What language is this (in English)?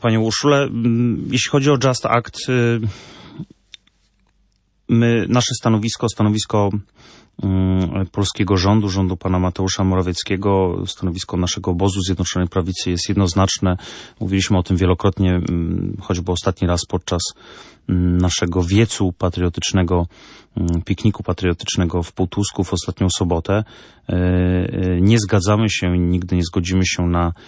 Polish